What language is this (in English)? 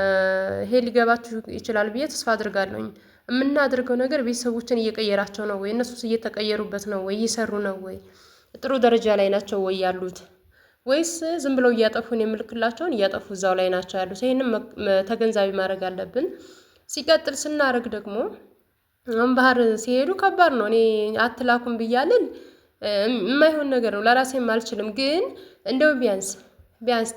Amharic